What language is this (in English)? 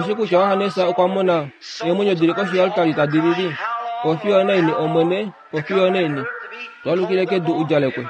Kuanyama